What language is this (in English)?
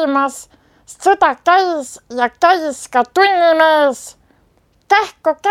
Estonian